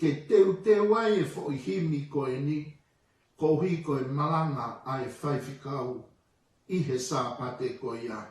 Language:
Tongan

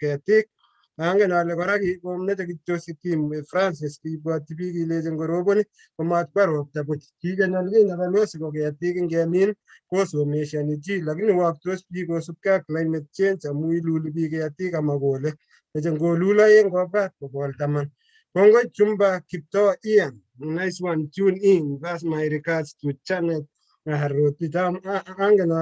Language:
Kalenjin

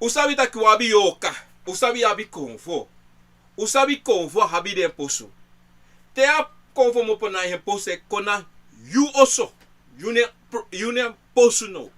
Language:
Sranan Tongo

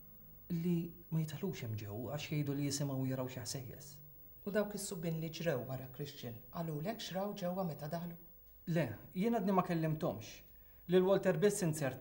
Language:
Maltese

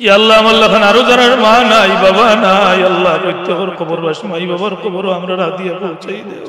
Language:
Sylheti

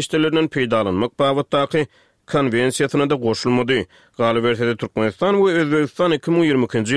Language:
Turkmen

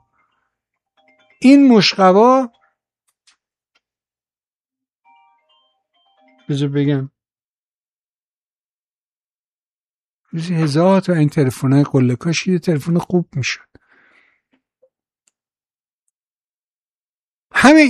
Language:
Persian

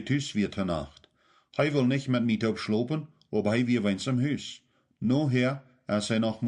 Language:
Plautdietsch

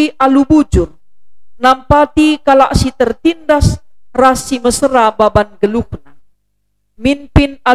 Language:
Batak Karo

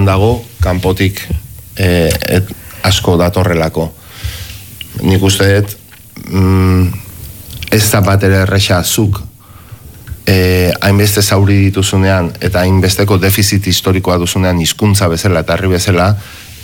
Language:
Basque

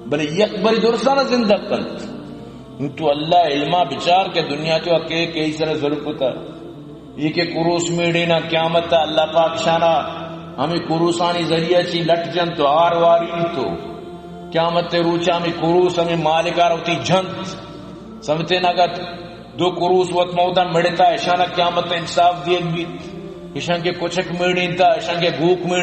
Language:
Eastern Balochi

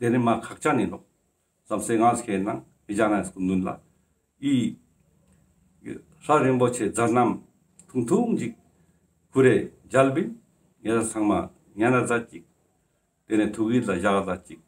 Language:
Ladakhi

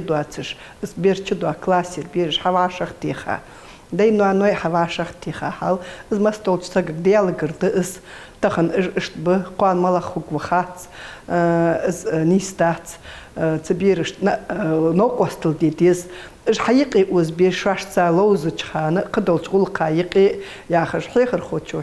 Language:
Ingush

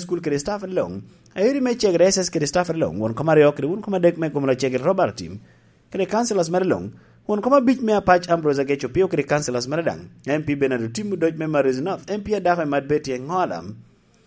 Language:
Lango (Uganda)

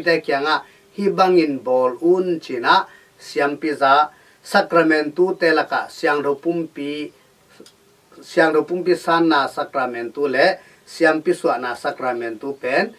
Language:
Tedim Chin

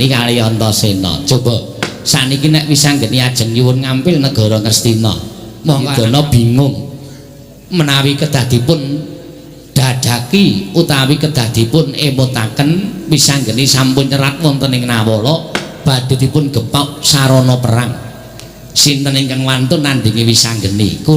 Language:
Javanese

